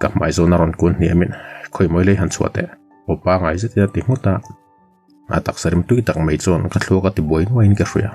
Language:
Mizo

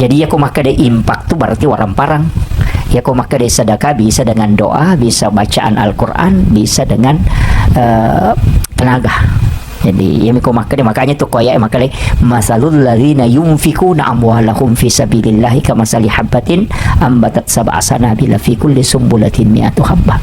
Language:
Buginese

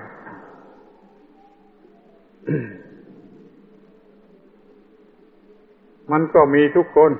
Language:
Thai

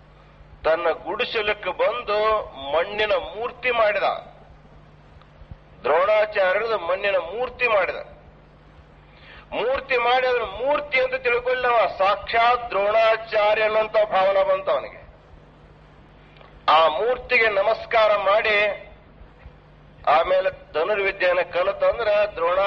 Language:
Kannada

